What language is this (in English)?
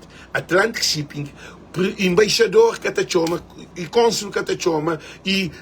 Kabuverdianu